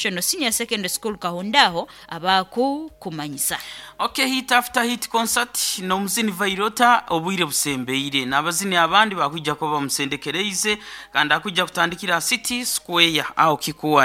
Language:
Nyoro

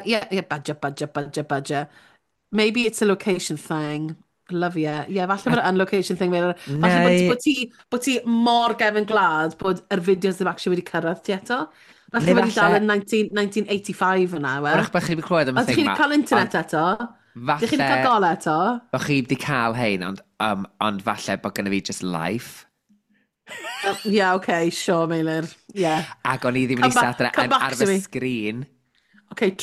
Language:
Welsh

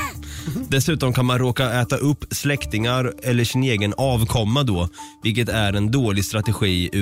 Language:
Swedish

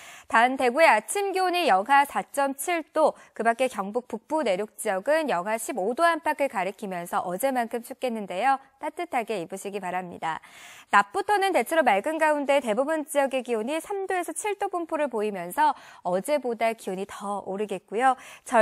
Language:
Korean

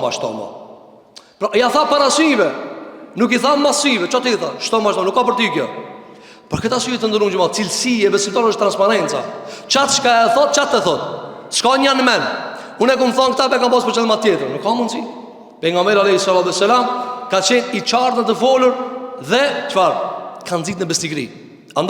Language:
Albanian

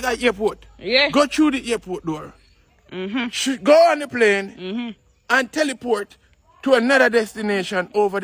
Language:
Jamaican Creole English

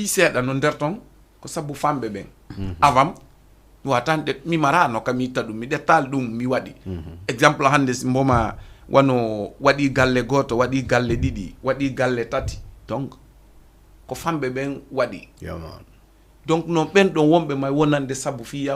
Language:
Fula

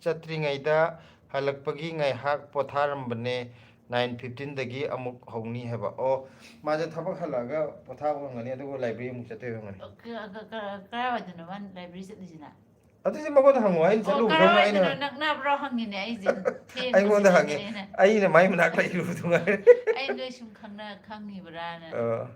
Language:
Manipuri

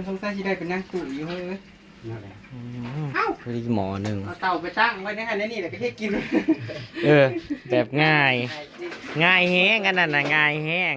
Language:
Northeastern Thai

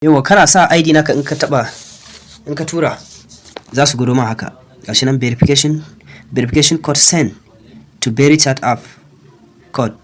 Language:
Hausa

